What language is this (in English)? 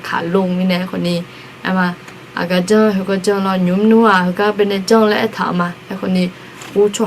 Akha